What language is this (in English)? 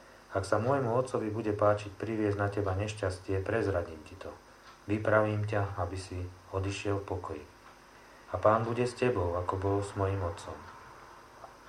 Slovak